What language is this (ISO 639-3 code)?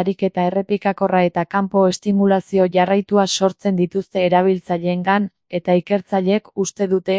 eus